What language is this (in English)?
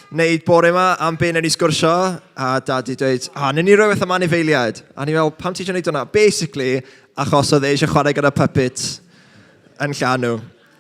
Welsh